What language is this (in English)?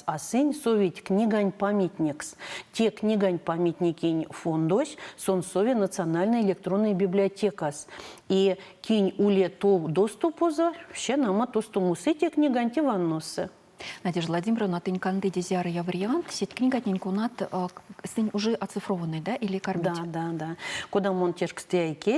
Erzya